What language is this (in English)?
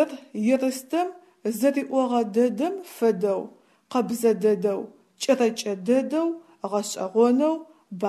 Adyghe